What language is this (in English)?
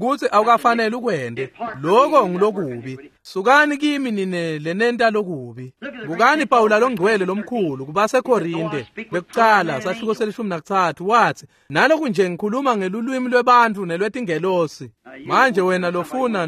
Swati